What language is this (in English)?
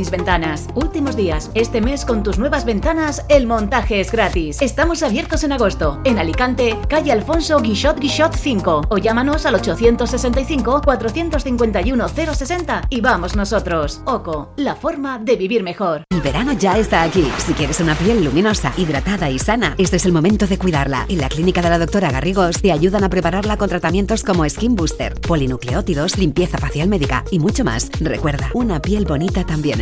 Spanish